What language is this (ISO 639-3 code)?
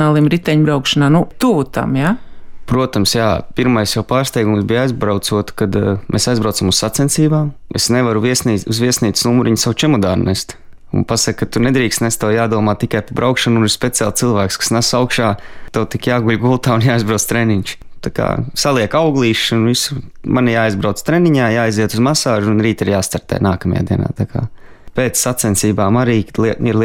lav